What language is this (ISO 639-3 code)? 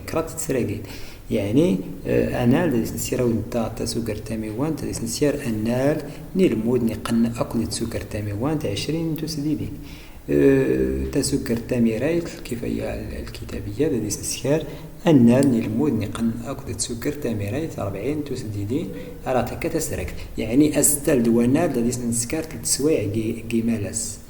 ary